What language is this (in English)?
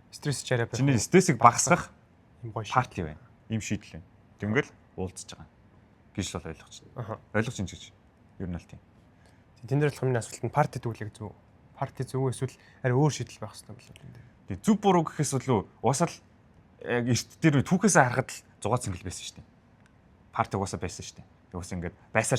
Mongolian